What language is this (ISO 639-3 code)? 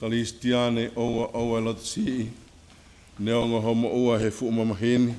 ton